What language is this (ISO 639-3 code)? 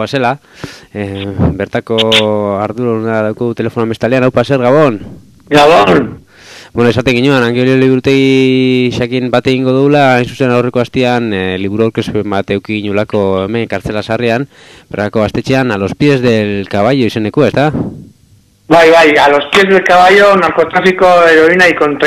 eus